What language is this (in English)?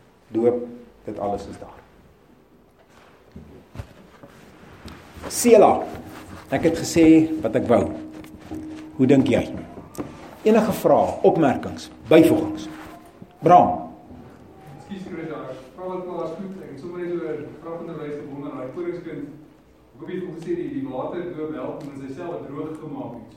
Afrikaans